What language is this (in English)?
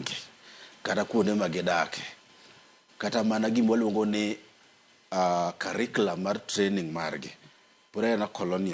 Luo (Kenya and Tanzania)